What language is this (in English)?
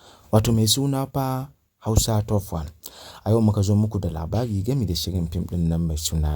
Hausa